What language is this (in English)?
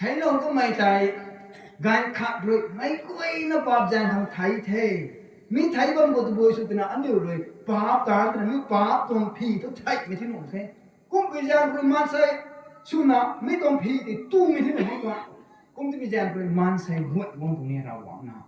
Rongmei Naga